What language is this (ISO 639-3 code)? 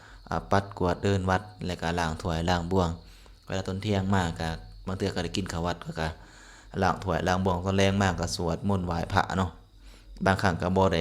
lao